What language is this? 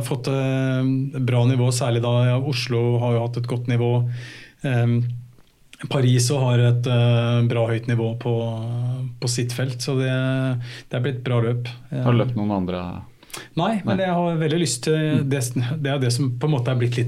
Norwegian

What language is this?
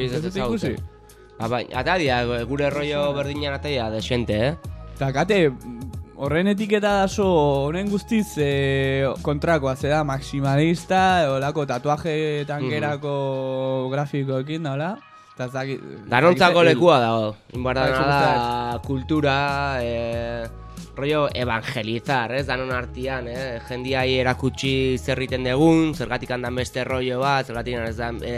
Basque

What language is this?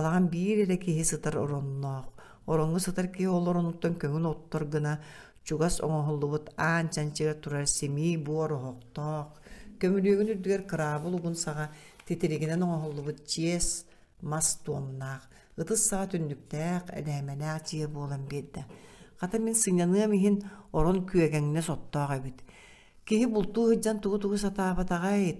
Yakut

